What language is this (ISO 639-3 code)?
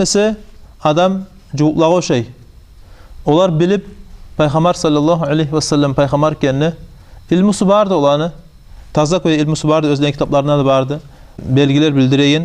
kum